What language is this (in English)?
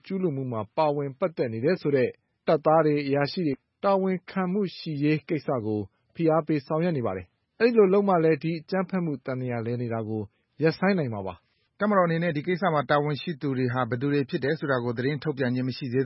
Burmese